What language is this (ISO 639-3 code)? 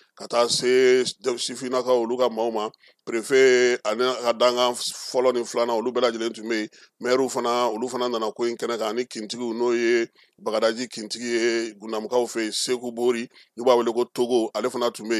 bam